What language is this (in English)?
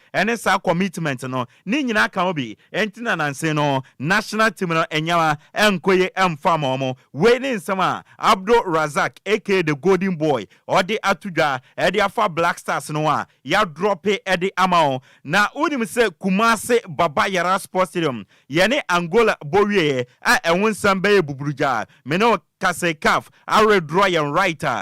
Akan